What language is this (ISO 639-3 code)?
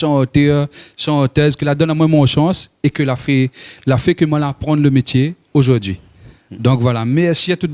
rcf